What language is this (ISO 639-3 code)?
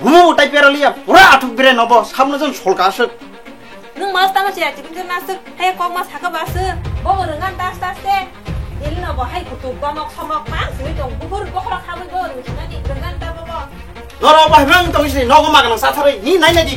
trp